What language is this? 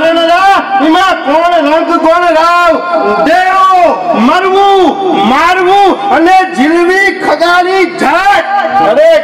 Gujarati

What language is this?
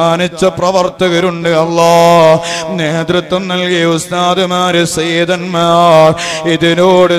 Malayalam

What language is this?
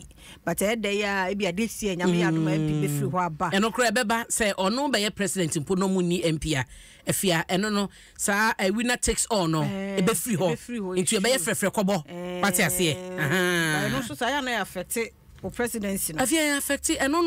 Akan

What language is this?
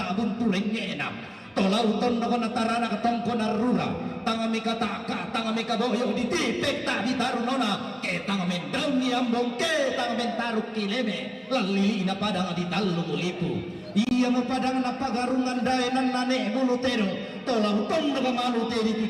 Toraja-Sa'dan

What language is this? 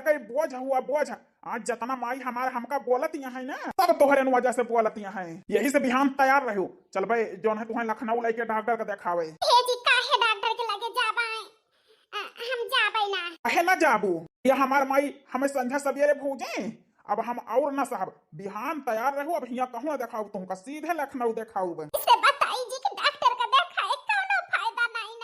Awadhi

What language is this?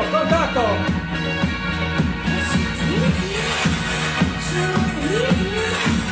Italian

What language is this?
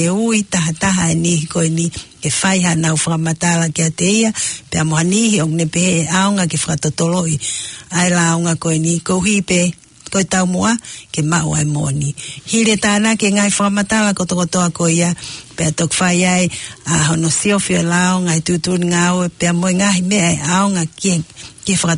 Tongan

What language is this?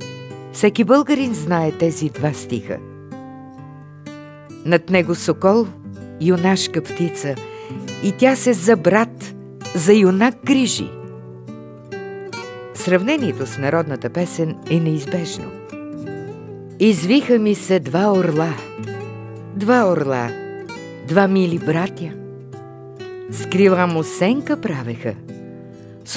Bulgarian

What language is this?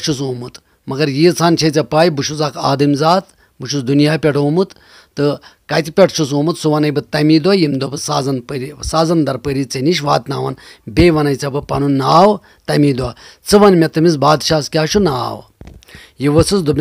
Kashmiri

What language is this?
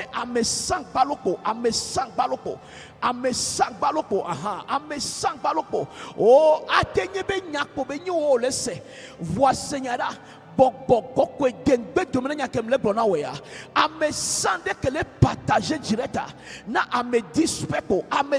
Ewe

